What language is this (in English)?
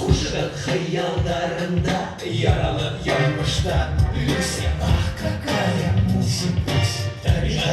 Bashkir